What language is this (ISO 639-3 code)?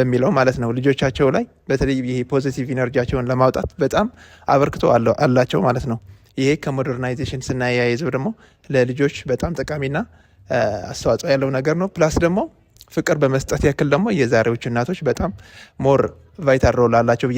amh